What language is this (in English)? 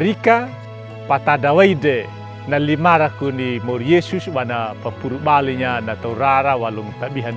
Anakalangu